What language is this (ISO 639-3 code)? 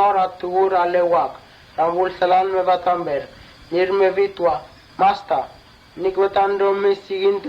mtt